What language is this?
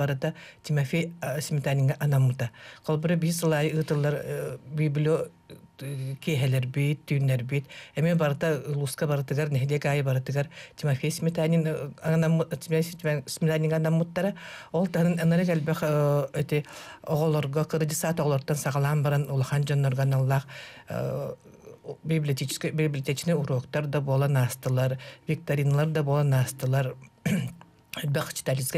Yakut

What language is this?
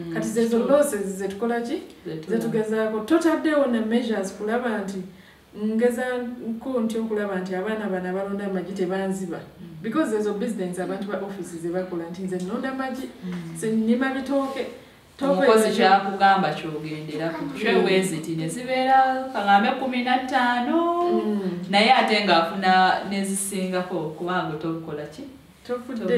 Ganda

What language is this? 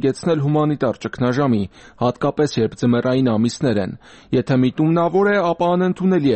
Armenian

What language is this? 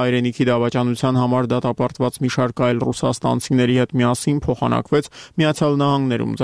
Armenian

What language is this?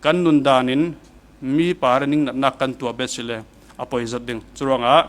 Falam Chin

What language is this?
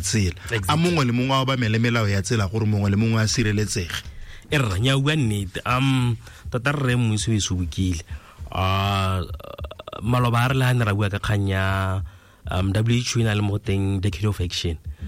Tswana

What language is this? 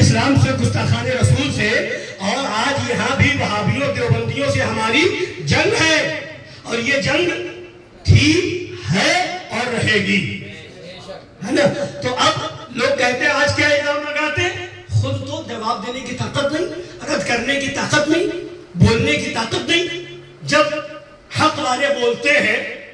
Urdu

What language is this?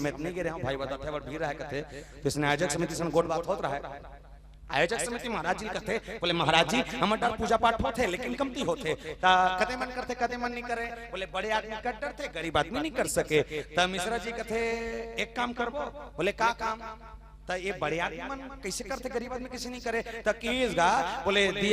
Chhattisgarhi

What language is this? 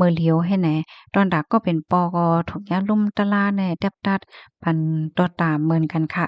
Shan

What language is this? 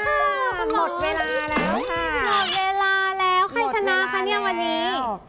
Thai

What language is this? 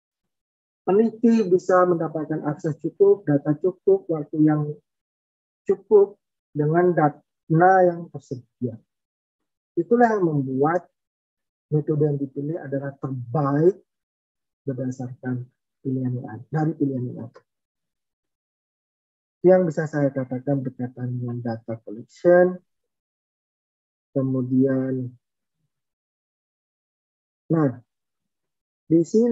Indonesian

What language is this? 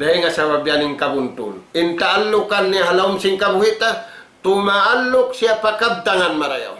Tausug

